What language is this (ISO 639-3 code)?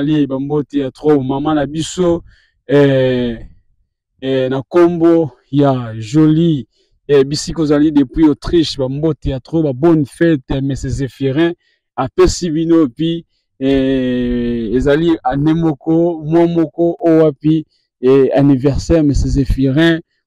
lin